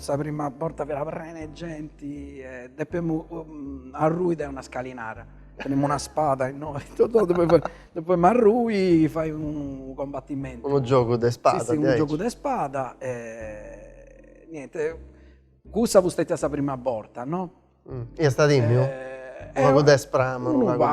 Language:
Sardinian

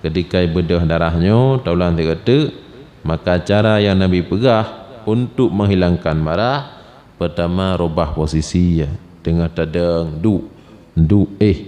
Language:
Achinese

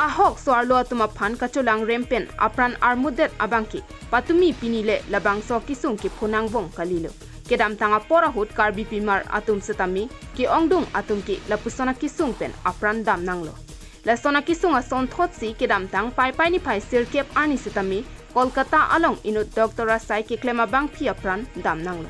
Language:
Karbi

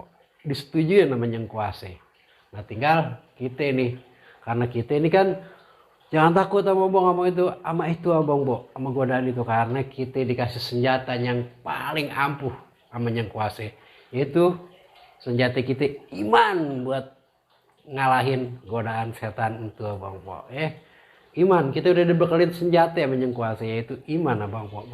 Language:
Betawi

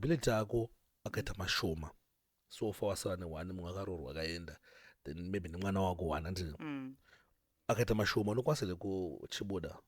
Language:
Shona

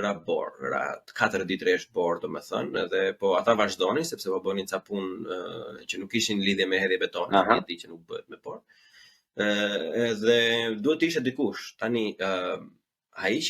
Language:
Albanian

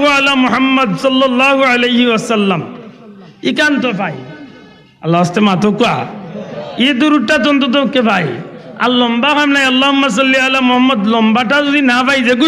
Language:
Sylheti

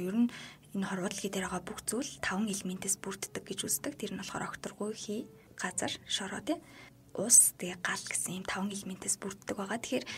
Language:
Mongolian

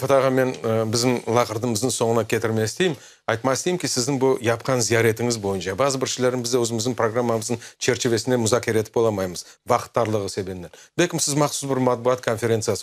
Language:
Crimean Tatar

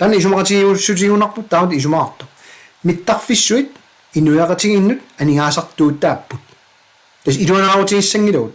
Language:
Kalaallisut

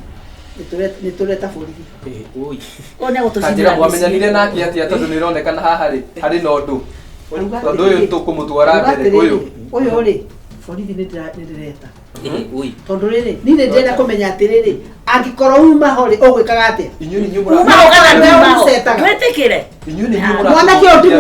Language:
Kikuyu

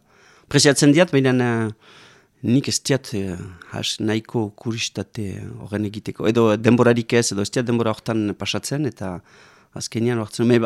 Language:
Basque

